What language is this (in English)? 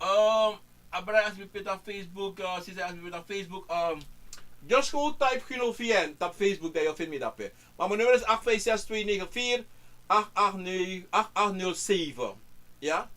Sranan Tongo